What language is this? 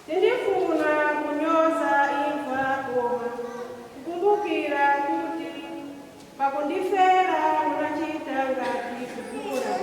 Nyanja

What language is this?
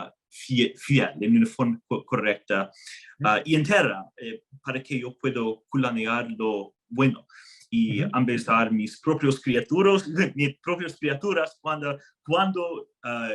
Ladino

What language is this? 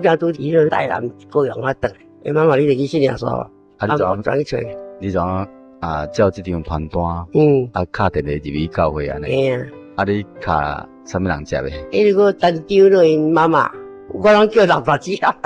Min Nan Chinese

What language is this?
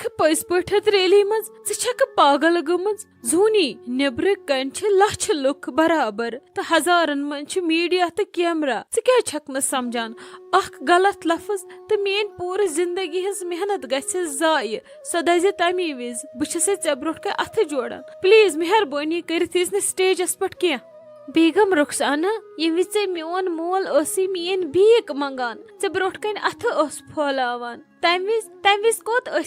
Kashmiri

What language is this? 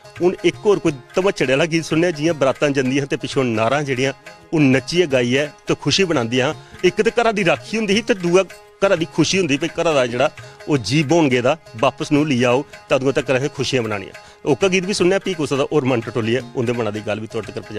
Dogri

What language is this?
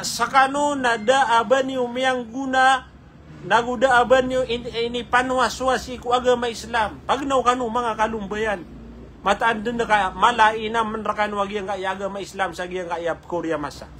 Maranao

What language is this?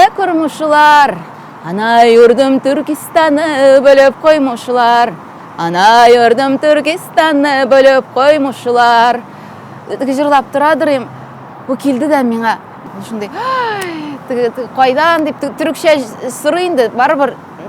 Tatar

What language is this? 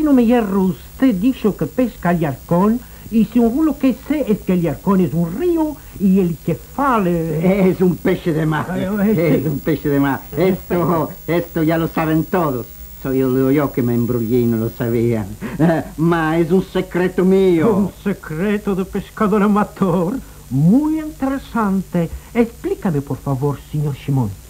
Ladino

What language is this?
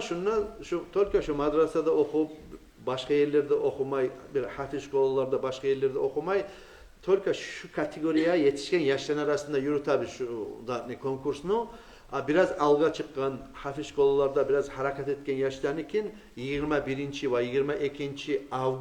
Kumyk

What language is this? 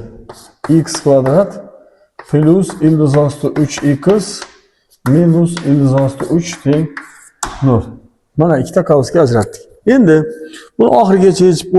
Uzbek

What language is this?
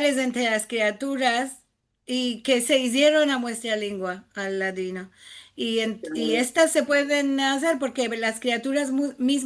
Ladino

